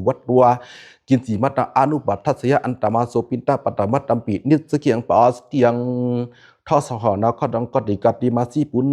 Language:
Pali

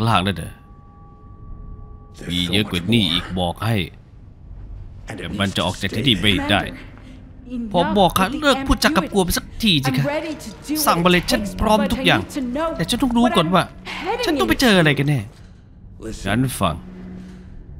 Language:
Thai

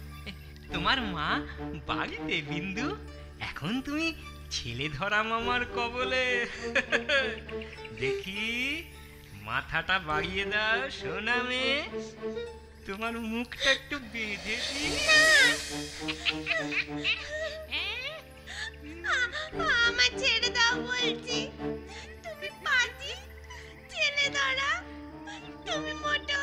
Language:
Bangla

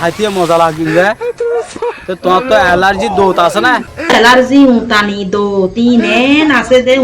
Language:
Rohingya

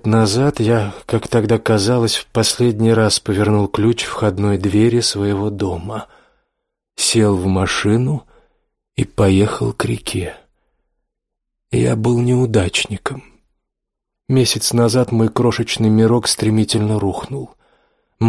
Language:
Russian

